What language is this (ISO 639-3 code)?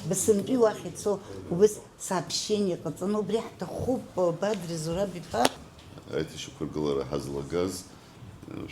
abk